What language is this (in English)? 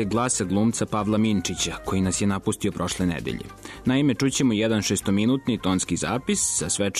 Serbian